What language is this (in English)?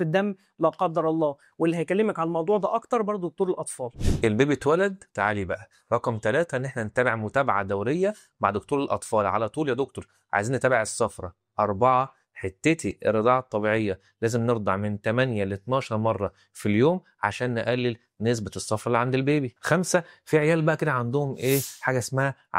Egyptian Arabic